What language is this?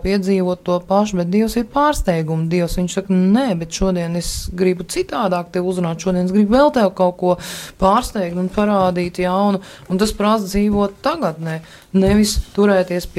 Latvian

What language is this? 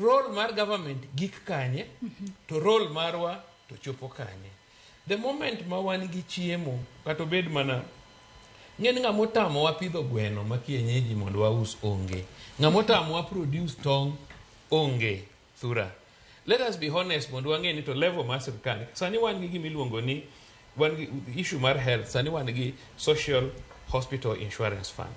Luo (Kenya and Tanzania)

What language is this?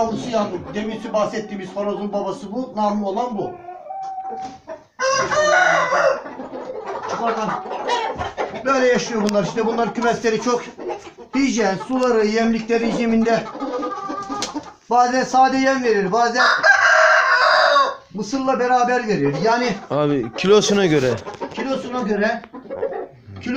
Turkish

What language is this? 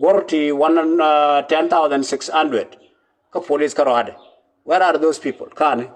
Nuer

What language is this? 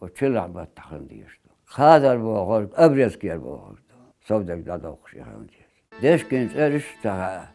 Chechen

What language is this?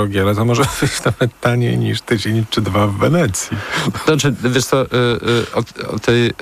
Polish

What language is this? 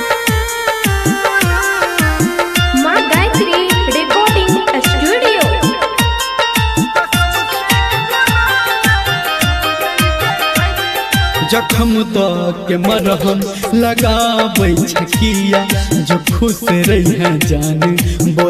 Maithili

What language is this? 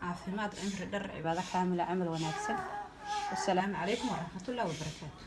Somali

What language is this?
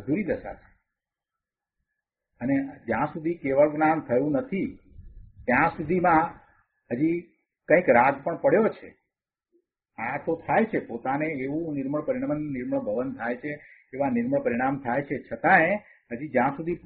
Gujarati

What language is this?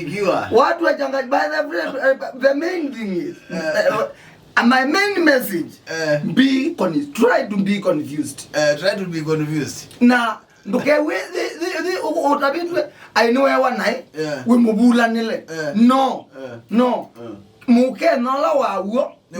Kamba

